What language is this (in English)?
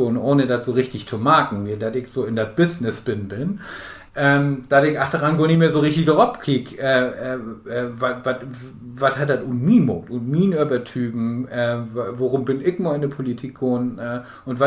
Low German